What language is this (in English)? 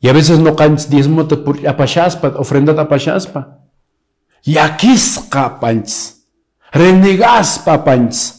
Quechua